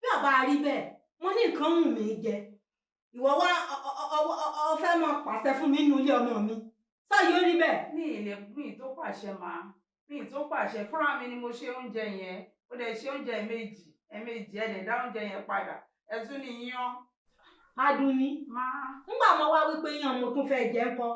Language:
Yoruba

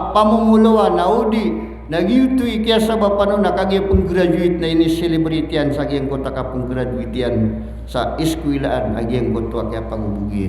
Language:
Maranao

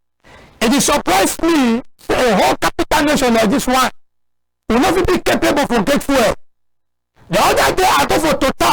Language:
Cameroon Pidgin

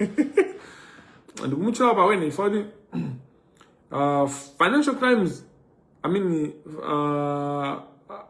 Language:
Nyanja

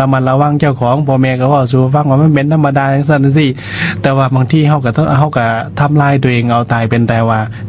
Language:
Lao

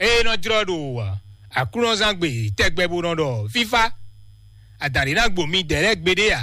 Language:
Fon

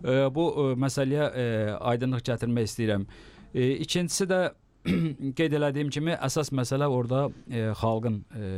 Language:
Azerbaijani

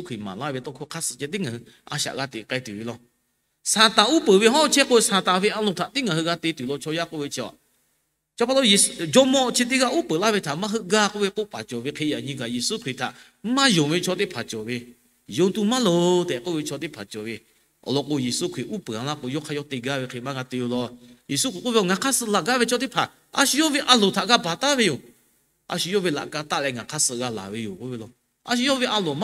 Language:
Lahu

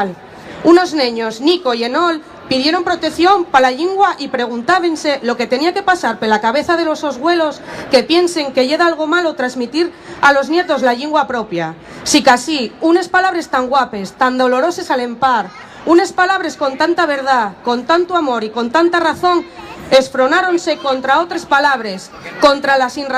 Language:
Asturian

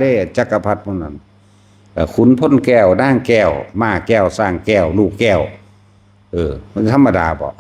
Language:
Northeastern Thai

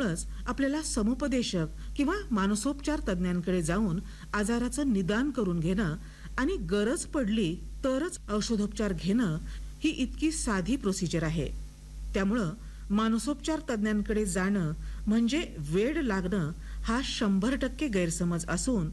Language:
Marathi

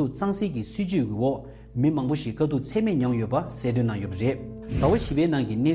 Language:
Tibetan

